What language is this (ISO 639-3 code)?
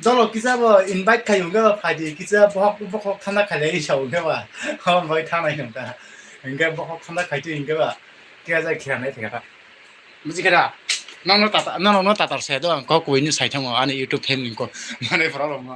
trp